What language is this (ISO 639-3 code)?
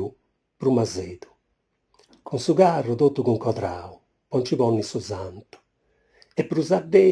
srd